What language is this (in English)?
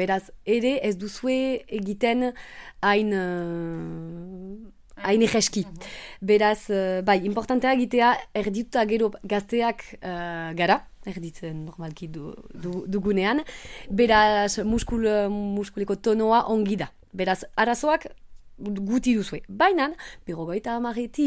Basque